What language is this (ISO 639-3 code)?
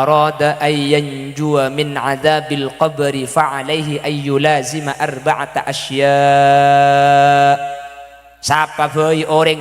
mad